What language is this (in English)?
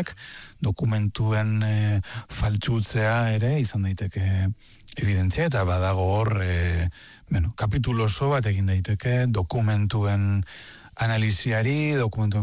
Basque